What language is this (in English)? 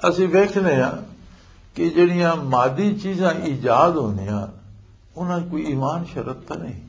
Western Panjabi